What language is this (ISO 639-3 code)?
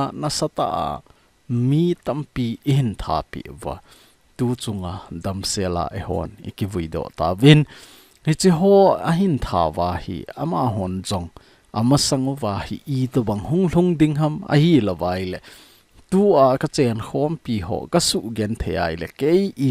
tcz